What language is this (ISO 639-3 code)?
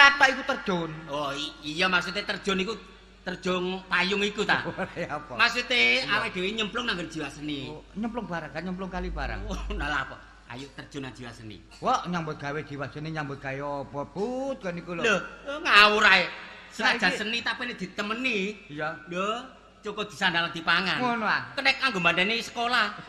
jav